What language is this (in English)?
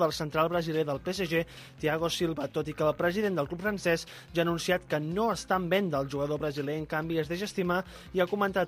Catalan